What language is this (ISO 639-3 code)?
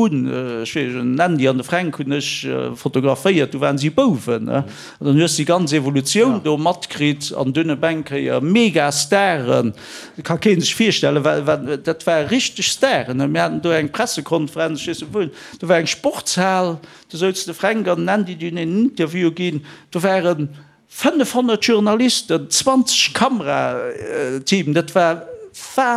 ltz